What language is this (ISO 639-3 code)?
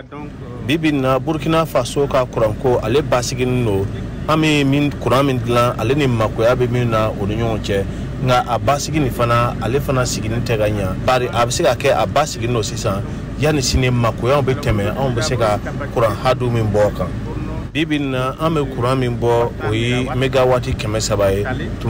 bam